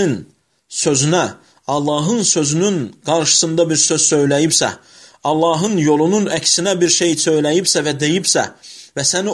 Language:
Azerbaijani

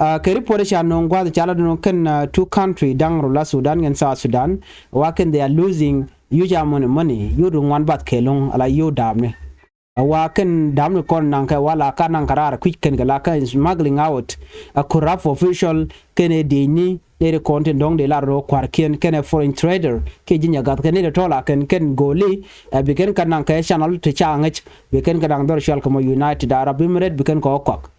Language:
Nuer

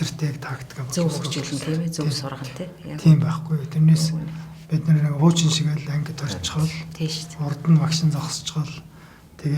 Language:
Mongolian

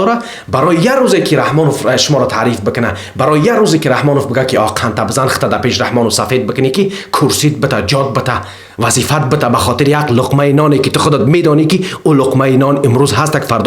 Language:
Tajik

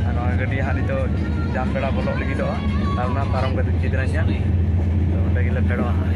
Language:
Santali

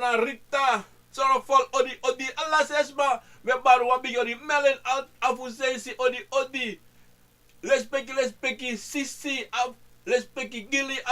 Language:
Sranan Tongo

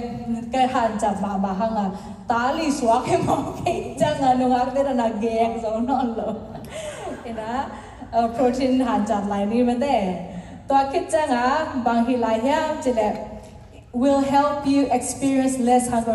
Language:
Tedim Chin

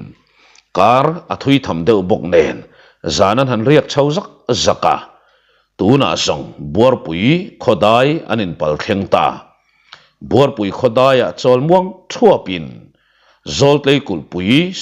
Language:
Mizo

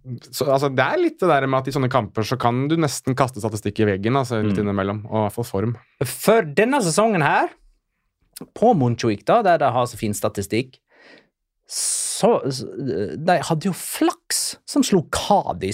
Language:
Norwegian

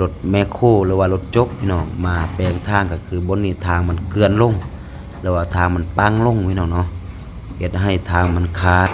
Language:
Lao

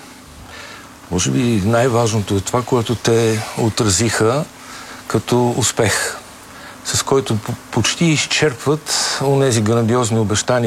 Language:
Bulgarian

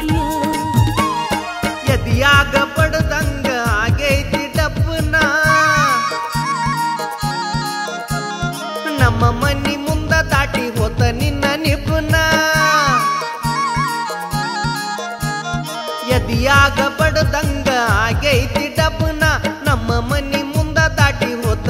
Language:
Kannada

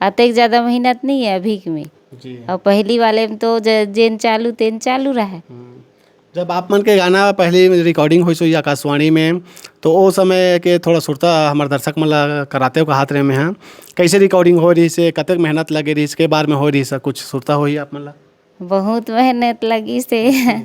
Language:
Chhattisgarhi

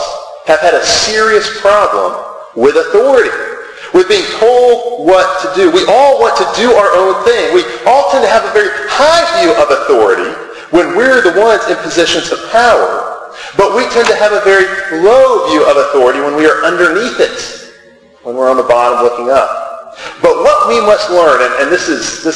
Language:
English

